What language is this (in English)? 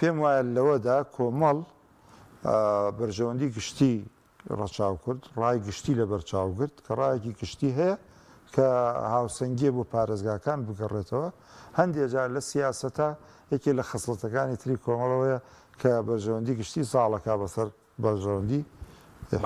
Central Kurdish